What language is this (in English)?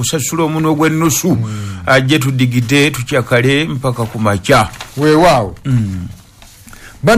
Ganda